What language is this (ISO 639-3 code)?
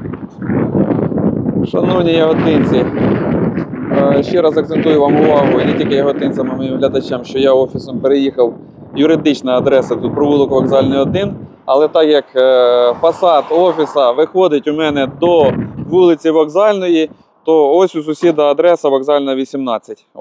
ukr